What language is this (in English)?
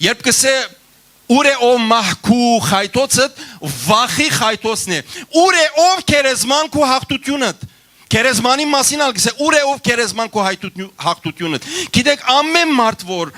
Western Armenian